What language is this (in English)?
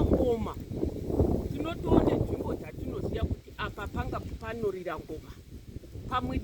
Shona